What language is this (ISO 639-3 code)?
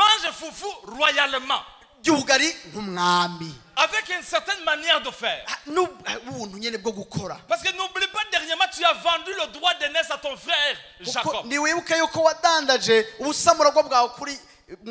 run